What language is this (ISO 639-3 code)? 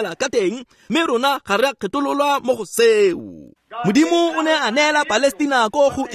tsn